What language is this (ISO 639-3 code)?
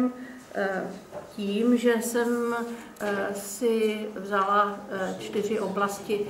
ces